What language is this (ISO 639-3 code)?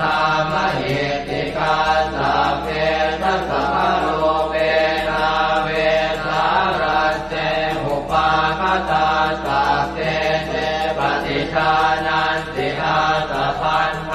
pli